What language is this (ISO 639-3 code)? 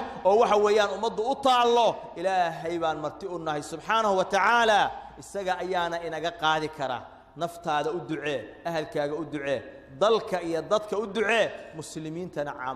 som